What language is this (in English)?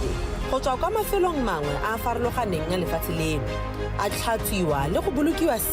Tswana